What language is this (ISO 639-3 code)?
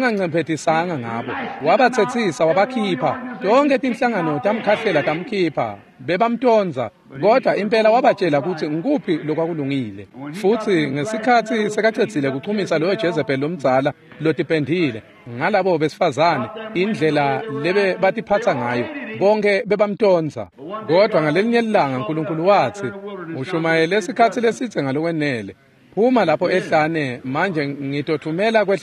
ssw